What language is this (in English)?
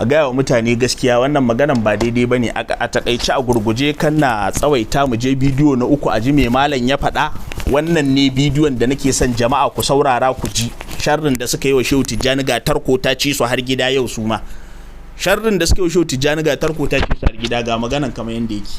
Hausa